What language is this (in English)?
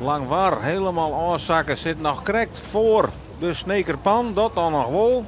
Western Frisian